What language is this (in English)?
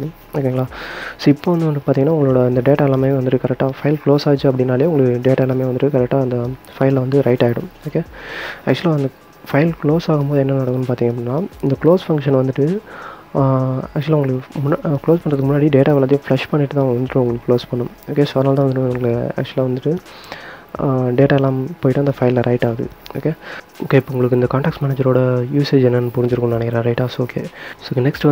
Tamil